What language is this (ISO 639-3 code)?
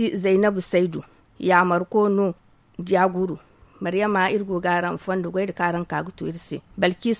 dje